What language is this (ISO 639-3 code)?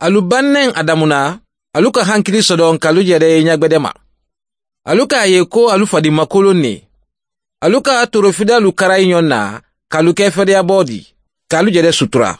bam